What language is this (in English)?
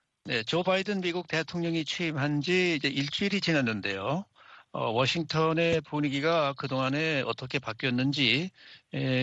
Korean